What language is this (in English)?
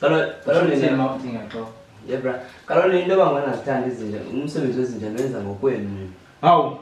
Zulu